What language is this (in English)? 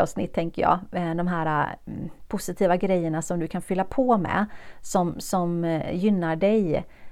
Swedish